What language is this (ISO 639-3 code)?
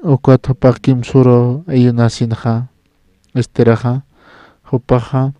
aym